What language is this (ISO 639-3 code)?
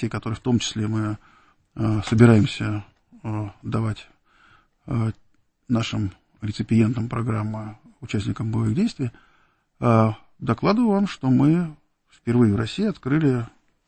rus